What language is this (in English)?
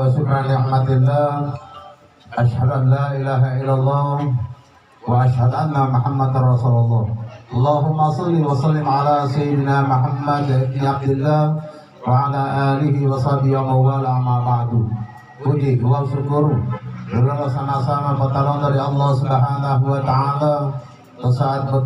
Gorontalo